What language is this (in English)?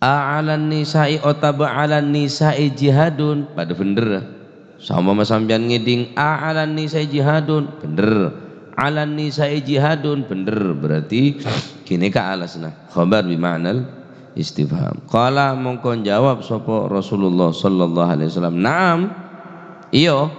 Madurese